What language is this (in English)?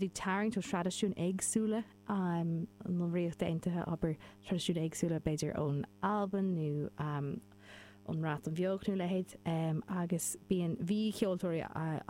Irish